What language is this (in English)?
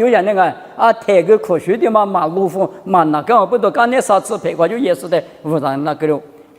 Lisu